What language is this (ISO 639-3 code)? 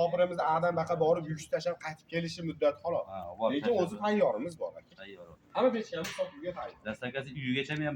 uzb